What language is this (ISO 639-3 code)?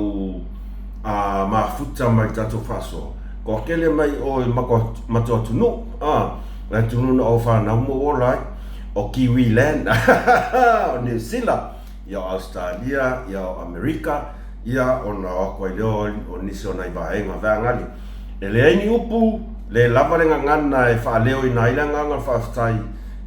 smo